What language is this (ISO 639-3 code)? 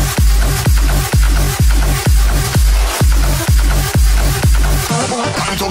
eng